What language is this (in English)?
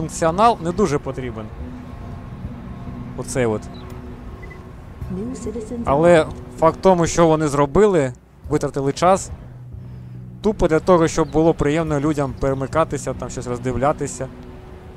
Ukrainian